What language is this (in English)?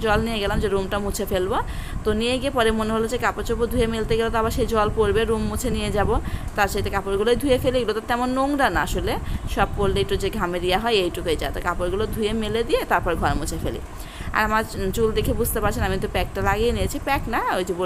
Bangla